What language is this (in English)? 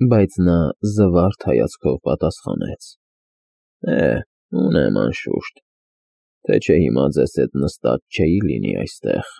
Armenian